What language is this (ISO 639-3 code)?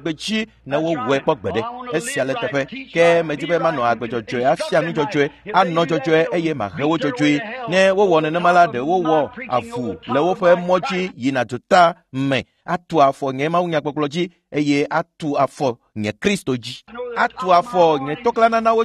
ewe